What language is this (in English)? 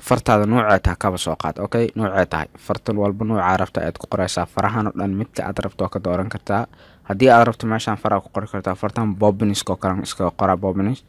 Somali